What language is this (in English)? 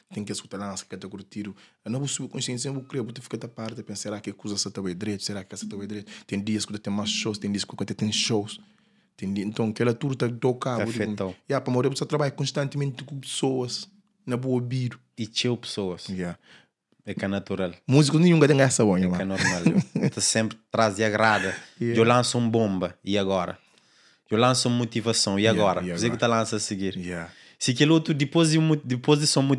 Kabuverdianu